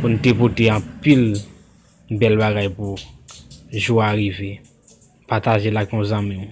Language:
Haitian Creole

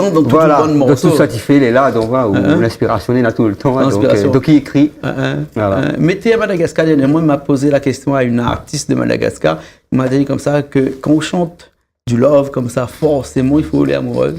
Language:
Réunion Creole French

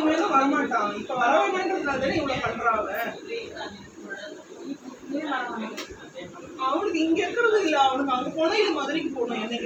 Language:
Tamil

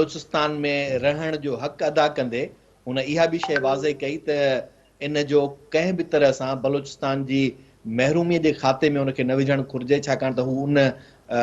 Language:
Sindhi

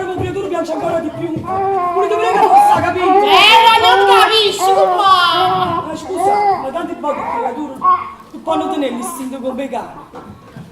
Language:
Neapolitan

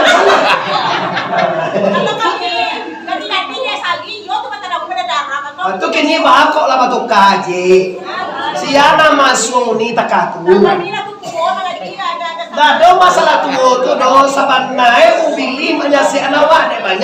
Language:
Minangkabau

